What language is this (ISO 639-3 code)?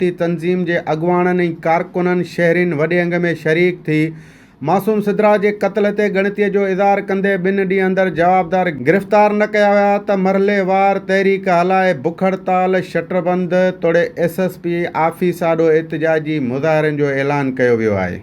snd